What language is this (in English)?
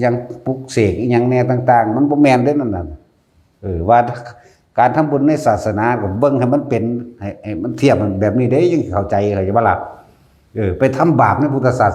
Northeastern Thai